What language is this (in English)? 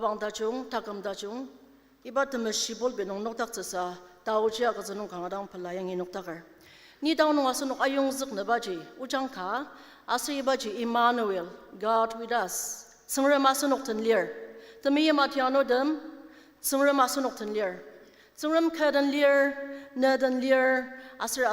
Ao Naga